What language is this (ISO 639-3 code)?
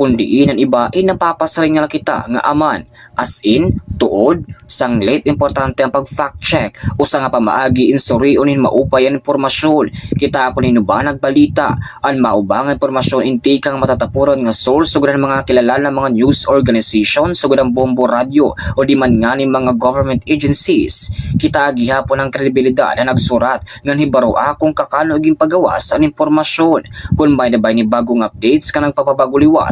war